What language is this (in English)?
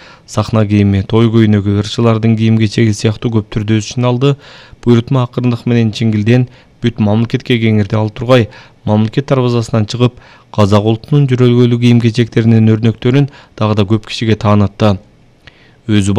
Kyrgyz